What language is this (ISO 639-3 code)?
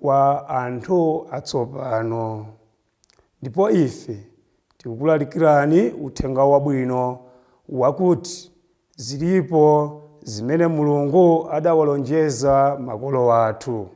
nya